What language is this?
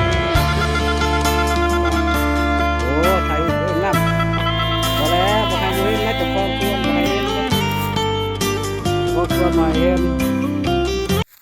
Lao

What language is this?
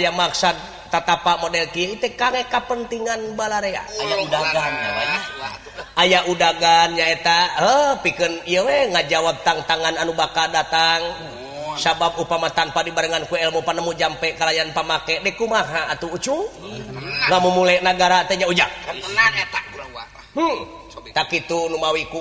Sundanese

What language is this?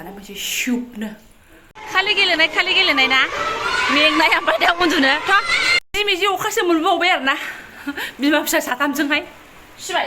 Bodo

